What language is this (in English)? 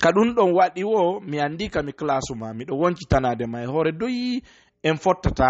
Fula